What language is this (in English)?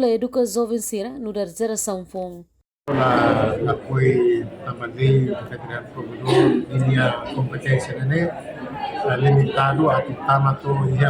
Tetum